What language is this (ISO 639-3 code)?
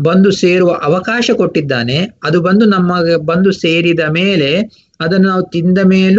kan